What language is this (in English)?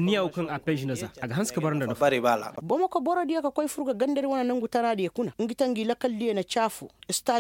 Koyraboro Senni